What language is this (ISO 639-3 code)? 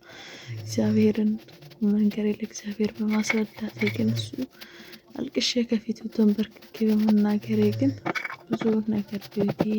amh